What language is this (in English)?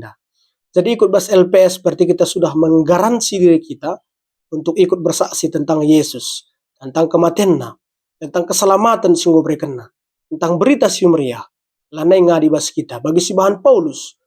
Batak Karo